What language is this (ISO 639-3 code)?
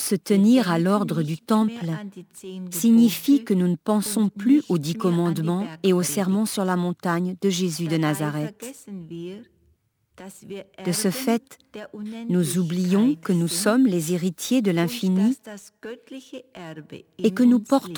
fra